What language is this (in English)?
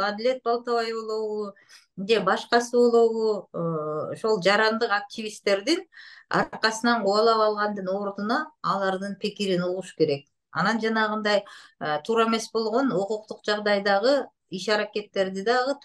Kyrgyz